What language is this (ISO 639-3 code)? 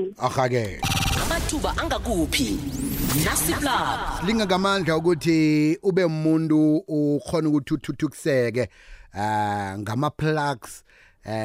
nbl